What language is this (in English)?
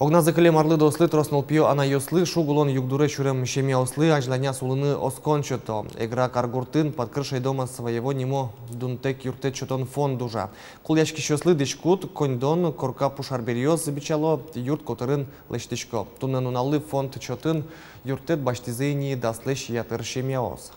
Udmurt